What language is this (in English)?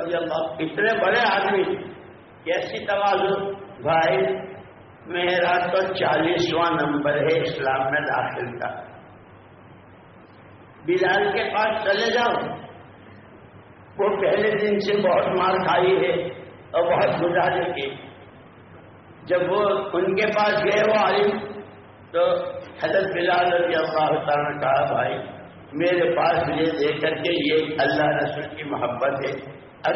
Urdu